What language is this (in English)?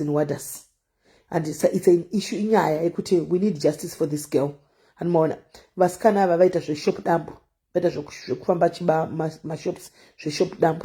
Shona